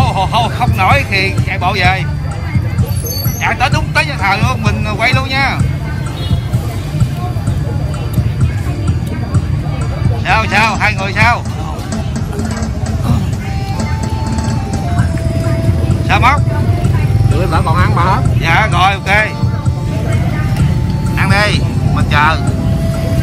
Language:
Vietnamese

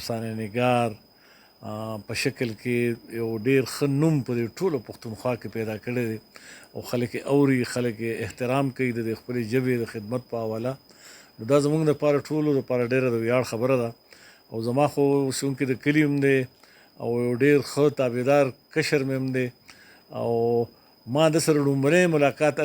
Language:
Pashto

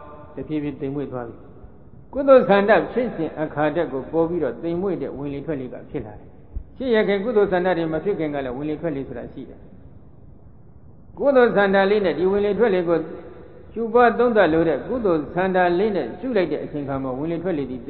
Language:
Burmese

